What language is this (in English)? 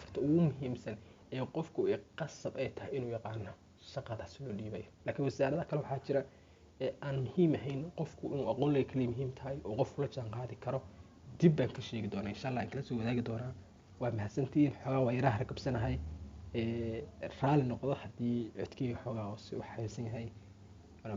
Somali